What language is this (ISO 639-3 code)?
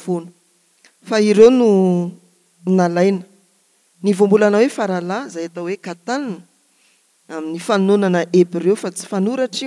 mlg